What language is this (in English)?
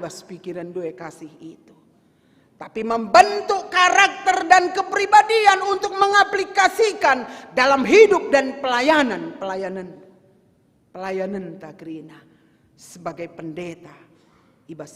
Batak Karo